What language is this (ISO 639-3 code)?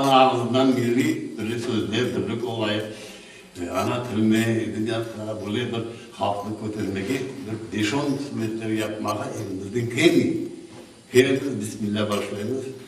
crh